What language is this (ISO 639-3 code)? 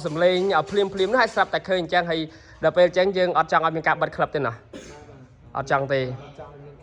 khm